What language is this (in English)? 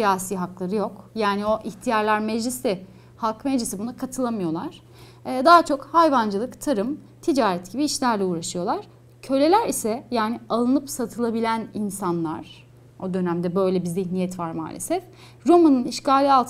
Turkish